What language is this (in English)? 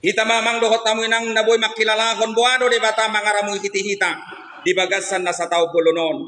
Batak Toba